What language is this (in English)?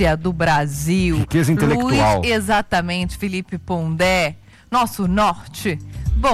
Portuguese